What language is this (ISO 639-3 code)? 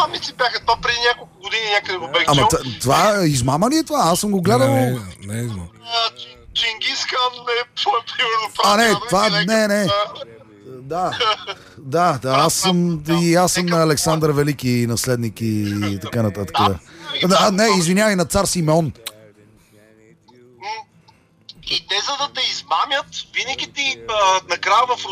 bul